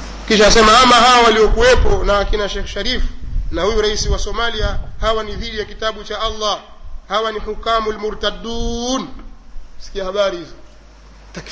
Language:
Swahili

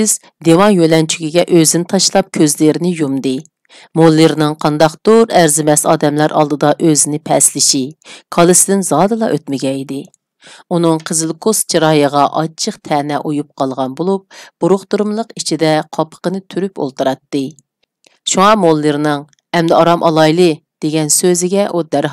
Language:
Uyghur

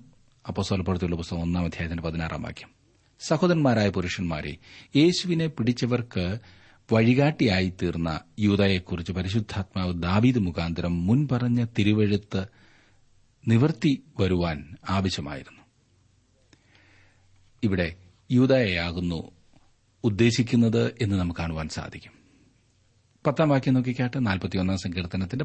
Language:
Malayalam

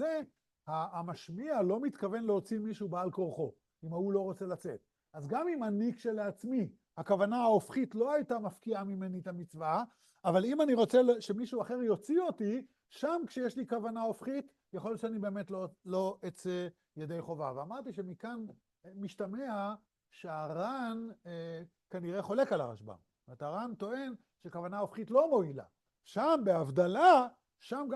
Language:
Hebrew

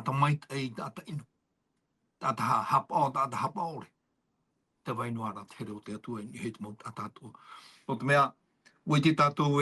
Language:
Tahitian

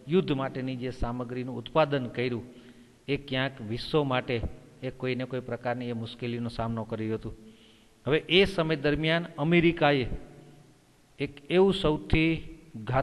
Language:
Gujarati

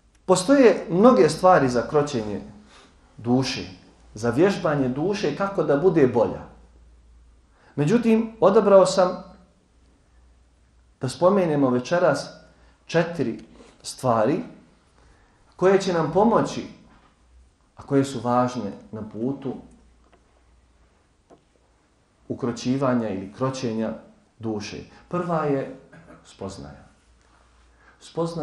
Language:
Bosnian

